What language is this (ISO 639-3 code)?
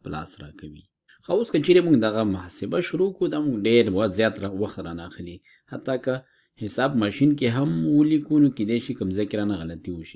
pus